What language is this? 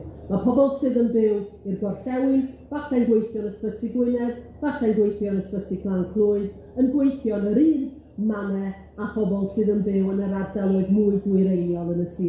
Welsh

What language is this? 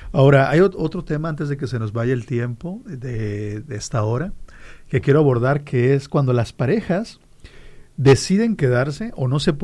Spanish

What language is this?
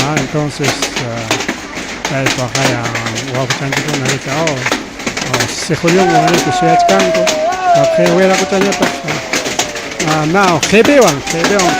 Ayacucho Quechua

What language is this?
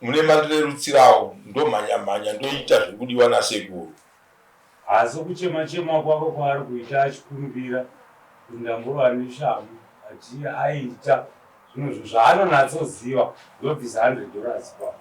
Shona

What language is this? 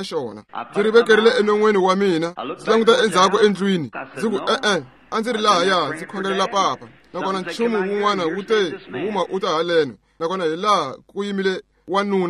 Tsonga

